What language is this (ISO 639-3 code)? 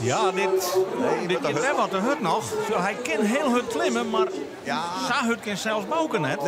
fry